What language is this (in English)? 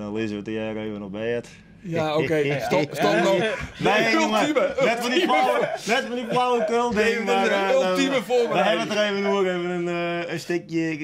Western Frisian